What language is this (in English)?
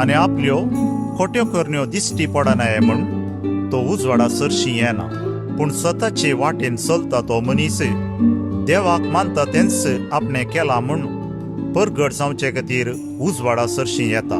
Konkani